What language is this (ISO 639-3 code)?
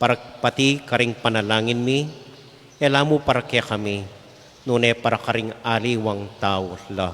pam